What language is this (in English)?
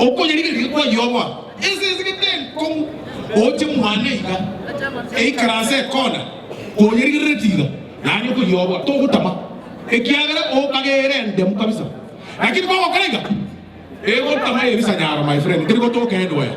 Gusii